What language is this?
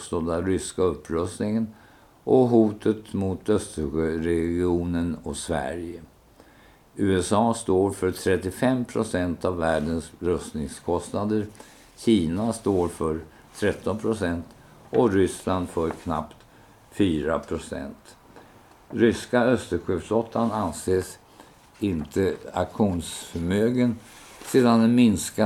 Swedish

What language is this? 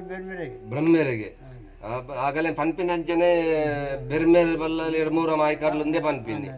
Tulu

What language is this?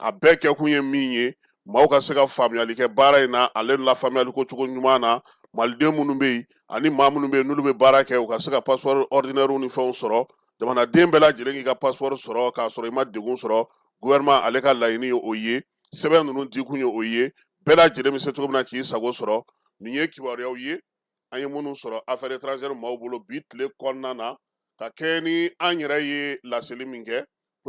Bambara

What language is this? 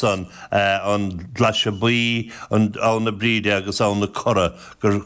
Irish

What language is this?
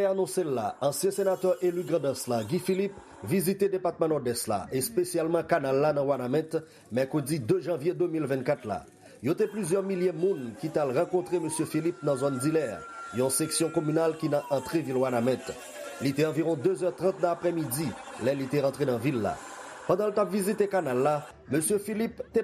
Haitian Creole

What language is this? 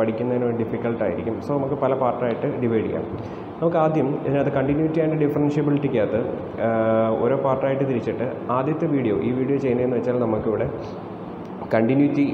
Malayalam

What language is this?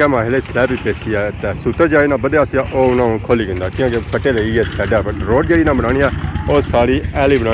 Pahari-Potwari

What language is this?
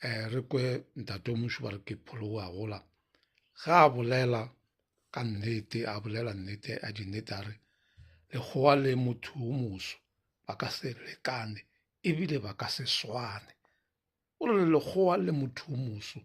Northern Sotho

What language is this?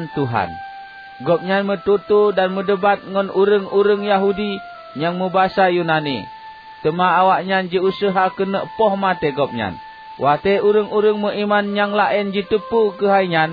Achinese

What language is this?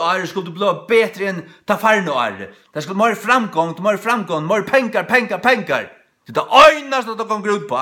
Faroese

